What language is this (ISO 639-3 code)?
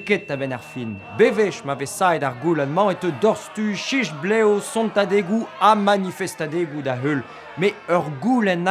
bre